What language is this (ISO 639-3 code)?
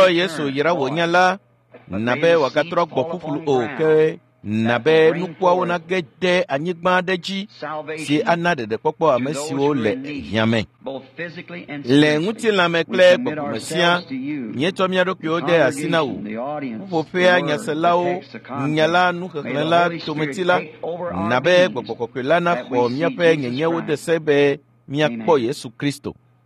ewe